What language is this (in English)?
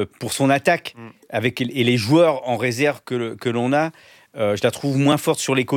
French